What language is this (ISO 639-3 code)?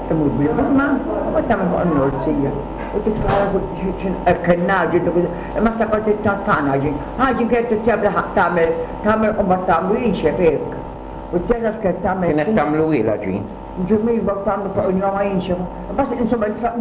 mlt